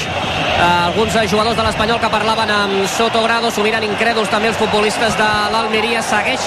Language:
Catalan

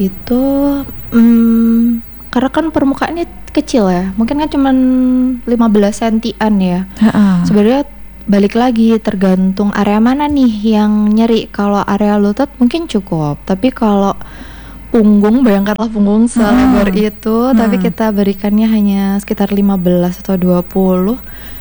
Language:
Indonesian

